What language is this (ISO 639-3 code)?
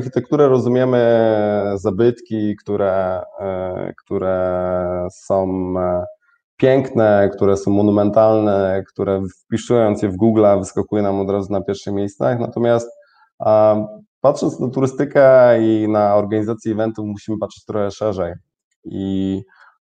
pol